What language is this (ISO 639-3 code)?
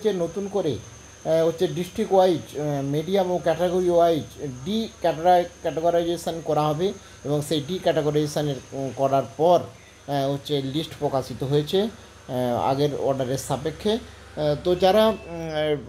ben